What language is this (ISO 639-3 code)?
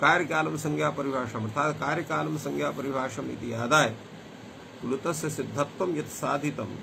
san